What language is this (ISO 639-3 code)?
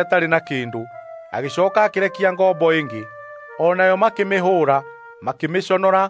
kik